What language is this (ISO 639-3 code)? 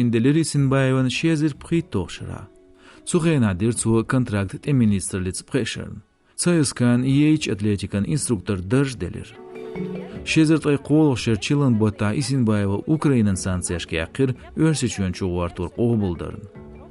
che